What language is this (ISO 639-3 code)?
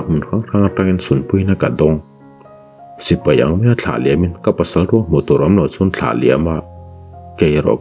lus